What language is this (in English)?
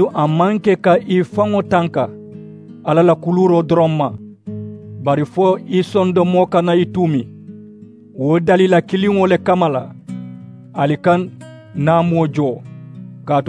Mandingo